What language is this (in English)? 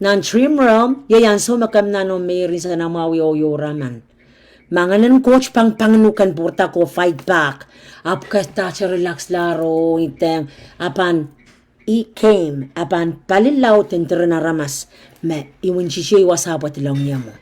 Pohnpeian